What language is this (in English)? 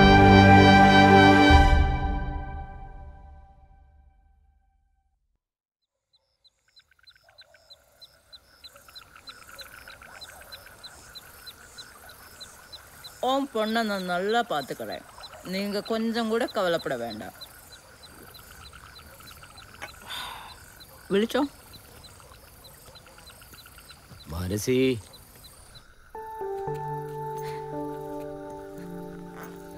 Malayalam